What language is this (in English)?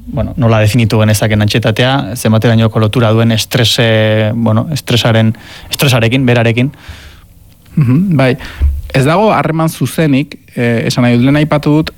Basque